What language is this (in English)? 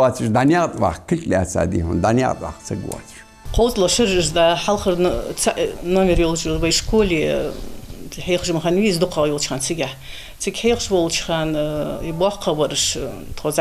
Ingush